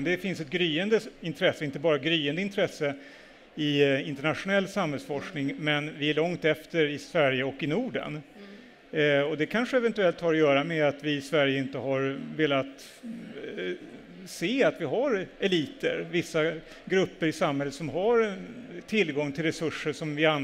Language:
Swedish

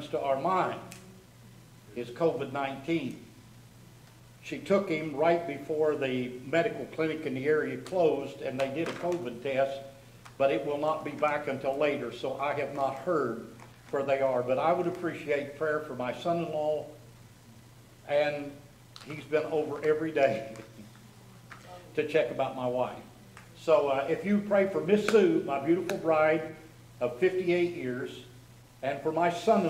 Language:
English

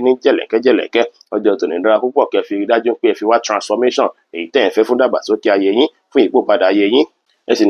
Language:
Yoruba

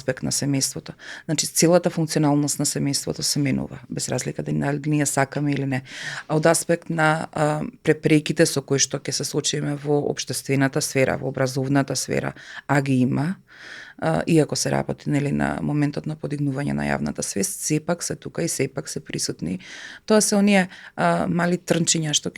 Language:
Macedonian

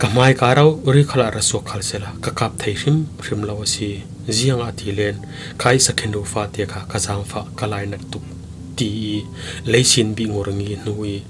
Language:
Falam Chin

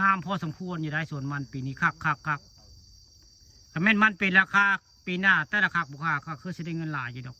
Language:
Northeastern Thai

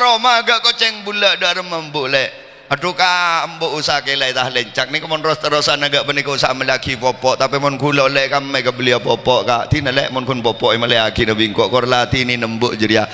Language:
Madurese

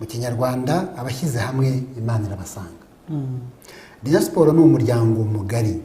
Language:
Kinyarwanda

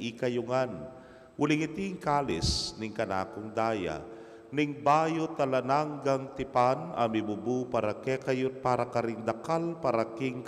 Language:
Pampanga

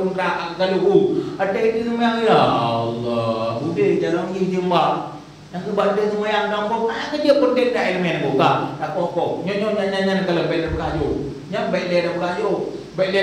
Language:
Achinese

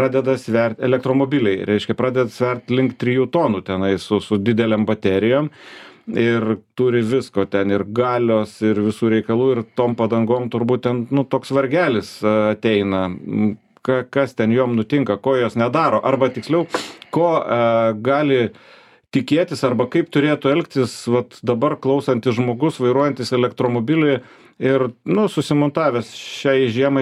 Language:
Lithuanian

